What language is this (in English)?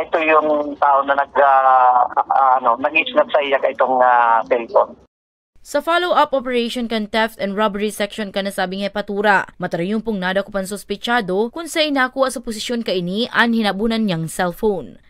Bikol